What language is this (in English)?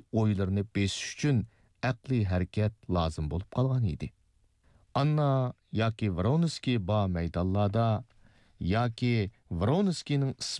Uyghur